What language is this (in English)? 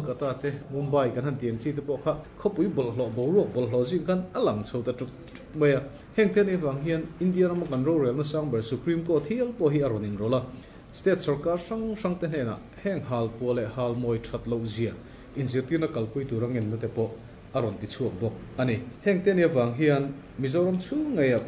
Mizo